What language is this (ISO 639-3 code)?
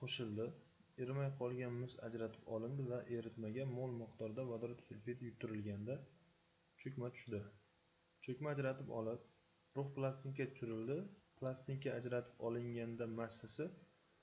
uzb